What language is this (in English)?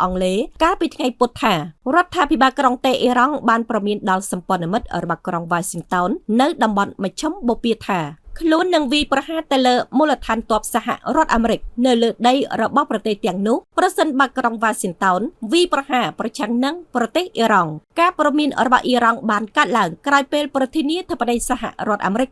Khmer